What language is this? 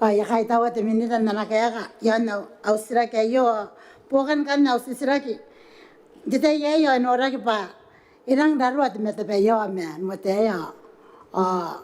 Gilbertese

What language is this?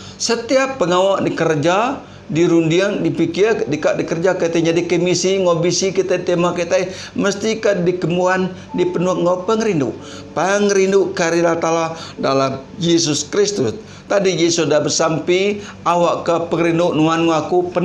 Iban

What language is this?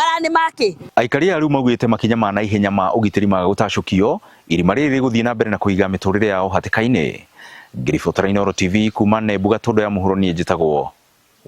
Kikuyu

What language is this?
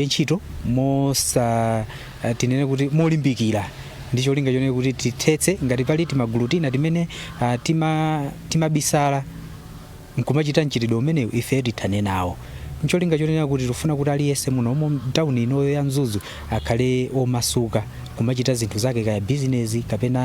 Nyanja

